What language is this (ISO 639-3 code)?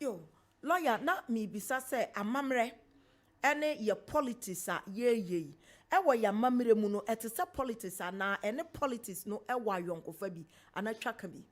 aka